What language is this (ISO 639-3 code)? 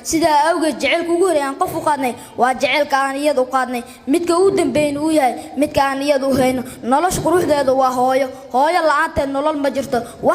som